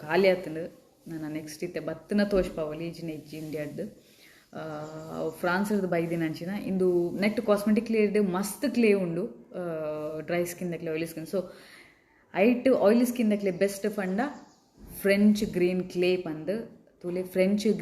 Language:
Tulu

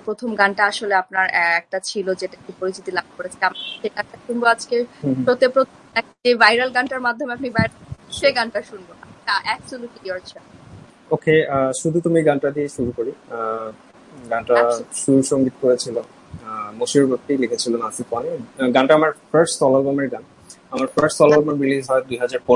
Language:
Bangla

